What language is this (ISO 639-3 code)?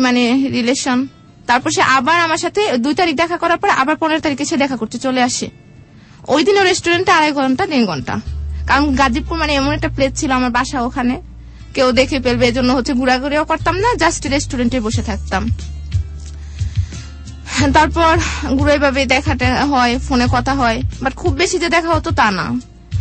ben